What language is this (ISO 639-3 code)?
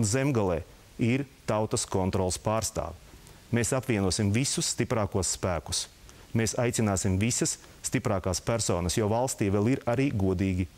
lav